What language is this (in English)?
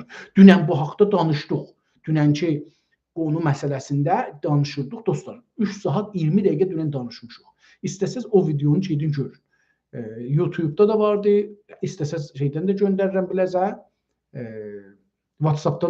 South Azerbaijani